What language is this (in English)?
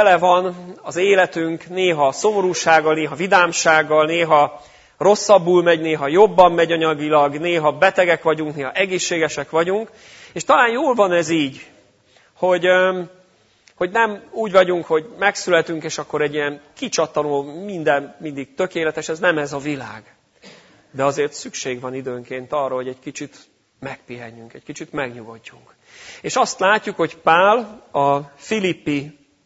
Hungarian